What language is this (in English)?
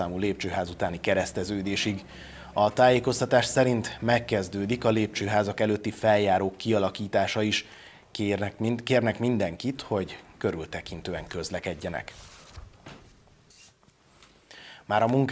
Hungarian